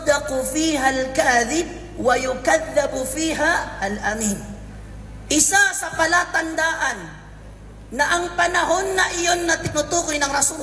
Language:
Maranao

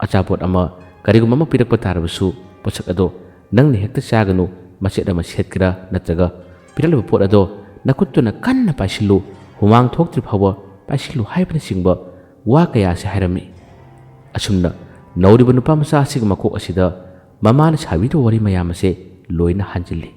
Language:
Manipuri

